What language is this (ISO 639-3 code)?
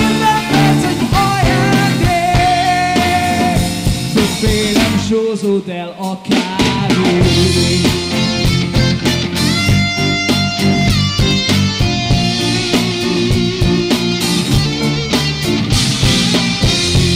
hun